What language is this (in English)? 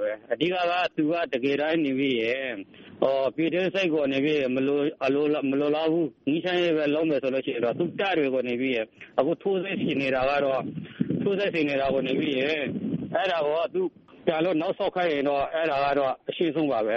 Burmese